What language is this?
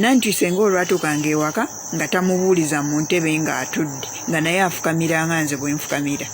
Ganda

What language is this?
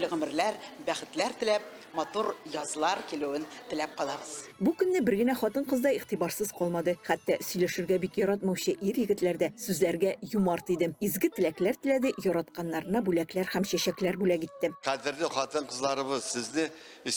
Tatar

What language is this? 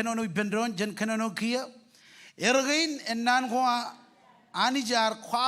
Marshallese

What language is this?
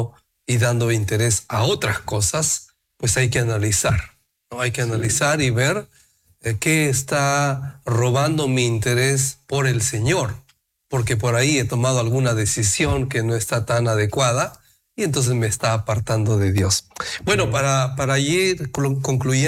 Spanish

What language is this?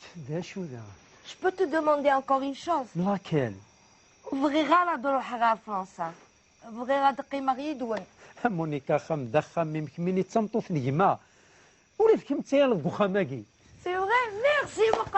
Kabyle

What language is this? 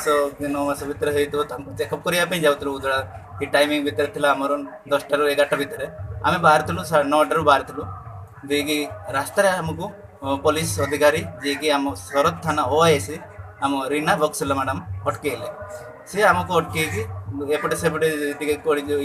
Santali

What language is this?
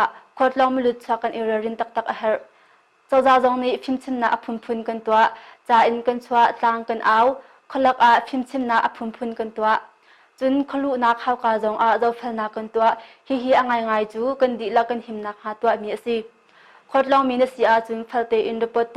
Hakha Chin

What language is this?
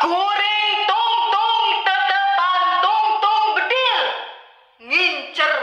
Sundanese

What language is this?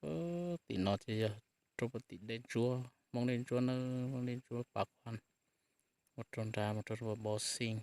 Hmong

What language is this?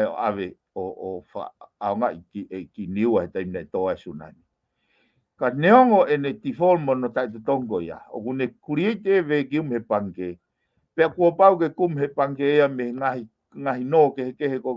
Tongan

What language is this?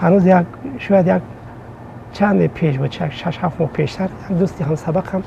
Tajik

